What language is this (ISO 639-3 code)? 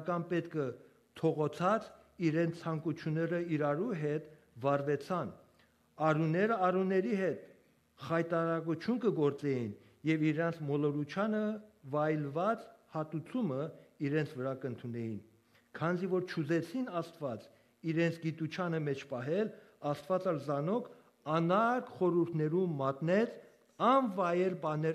hyw